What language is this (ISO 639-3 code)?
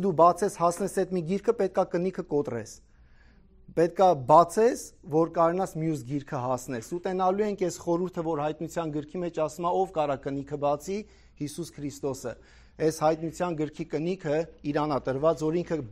hye